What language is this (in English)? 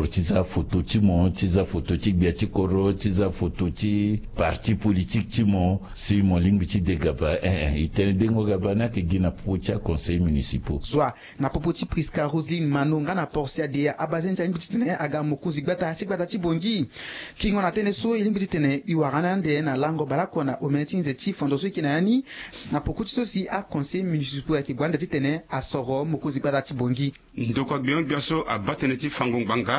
Sango